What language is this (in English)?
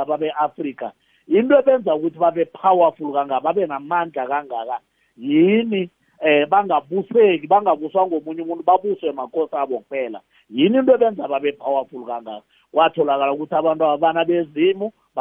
South Ndebele